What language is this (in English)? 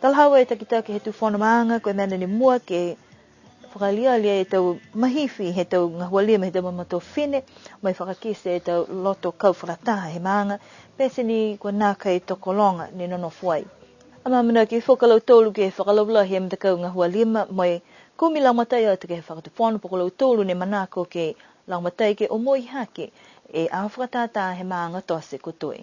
Niuean